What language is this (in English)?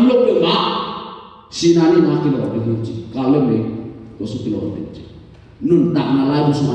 Tedim Chin